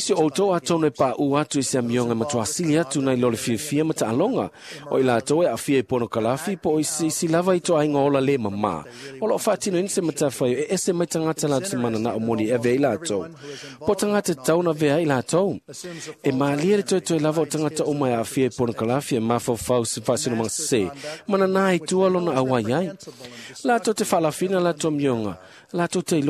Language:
Samoan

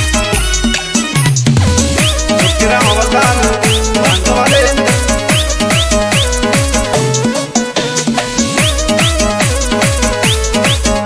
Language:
Hindi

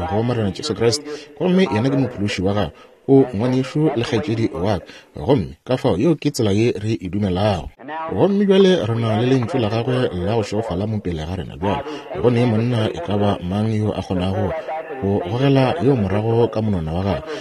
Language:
Northern Sotho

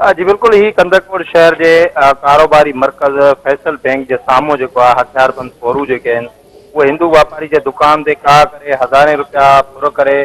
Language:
Sindhi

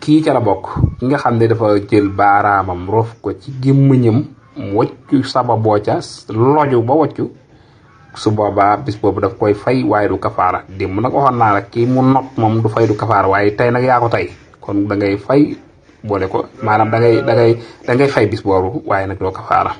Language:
Wolof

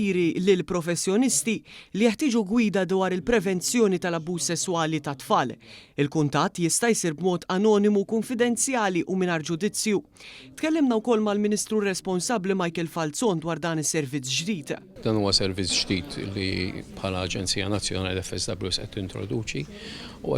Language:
Maltese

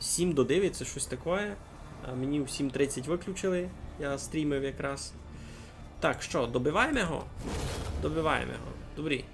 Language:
Rusyn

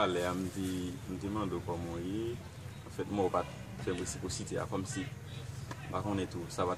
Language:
Haitian Creole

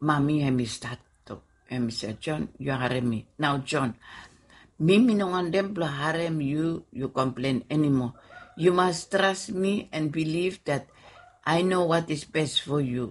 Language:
Bislama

